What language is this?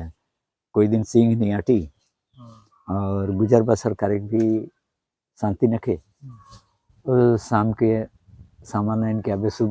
Sadri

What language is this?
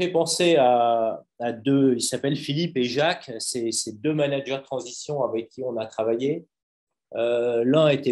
French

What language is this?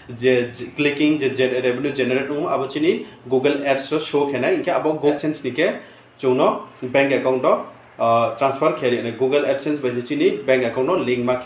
Riang (India)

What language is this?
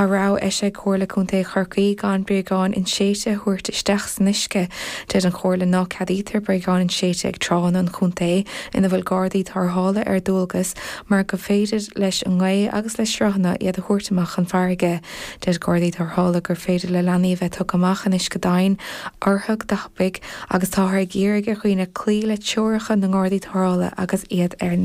Irish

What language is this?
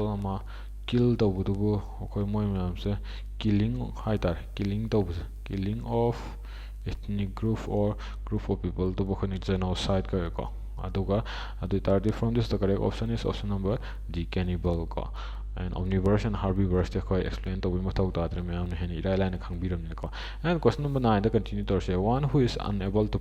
Manipuri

